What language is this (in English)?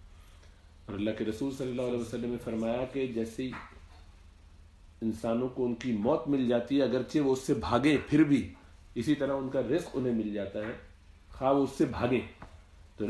Urdu